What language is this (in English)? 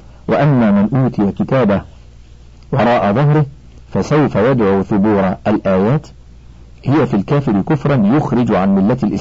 Arabic